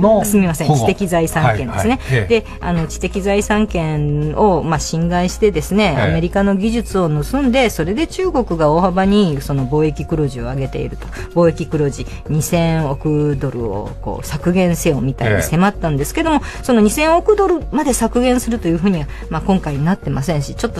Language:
Japanese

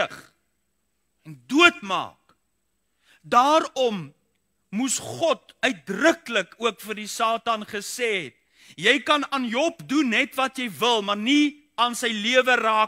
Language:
Afrikaans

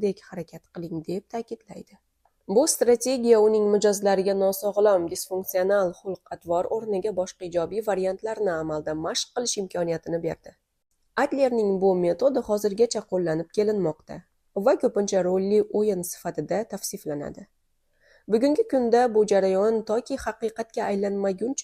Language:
Uzbek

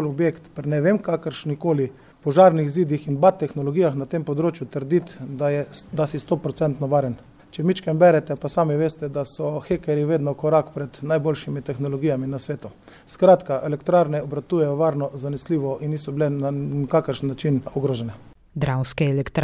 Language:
Slovenian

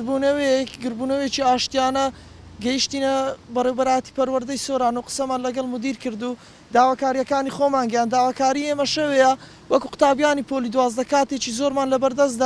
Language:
Central Kurdish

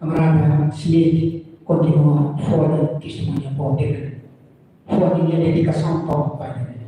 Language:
Tetum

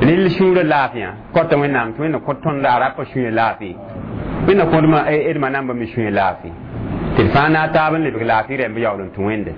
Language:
Mossi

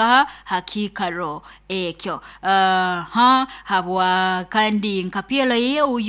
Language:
Nyoro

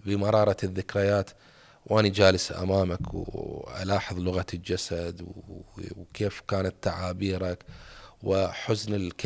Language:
Mesopotamian Arabic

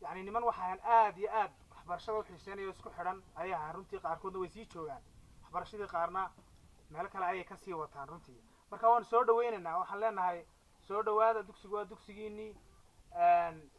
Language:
Somali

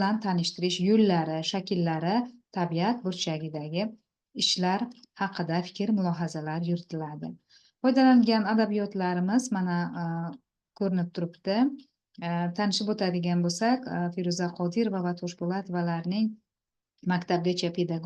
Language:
Uzbek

